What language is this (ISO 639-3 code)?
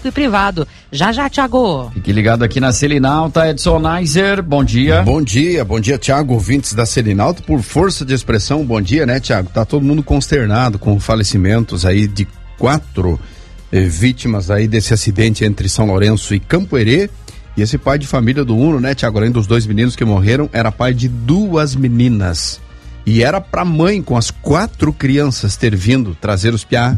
por